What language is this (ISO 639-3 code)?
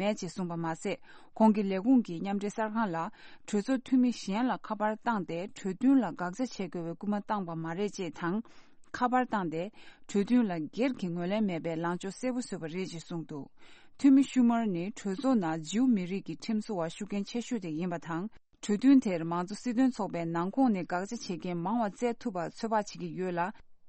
bod